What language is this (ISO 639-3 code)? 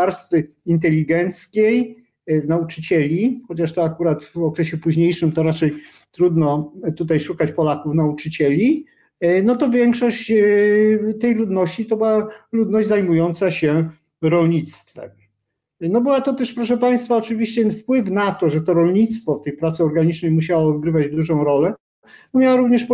pol